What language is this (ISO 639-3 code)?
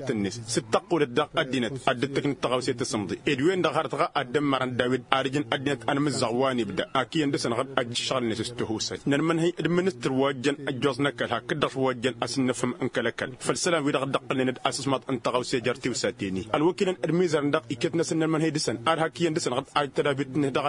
taq